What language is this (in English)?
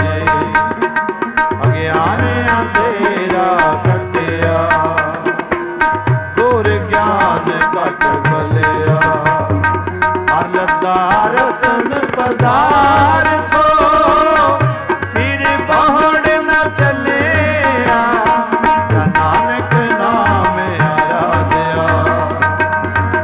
Punjabi